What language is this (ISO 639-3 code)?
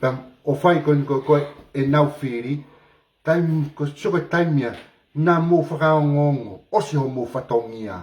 ton